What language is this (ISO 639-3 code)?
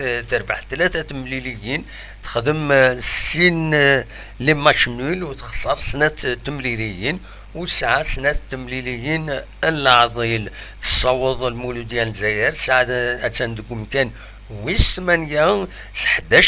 kab